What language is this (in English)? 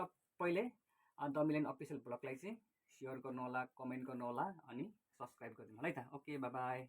Nepali